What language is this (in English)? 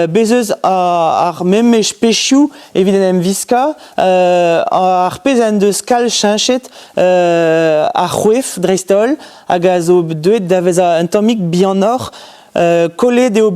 Breton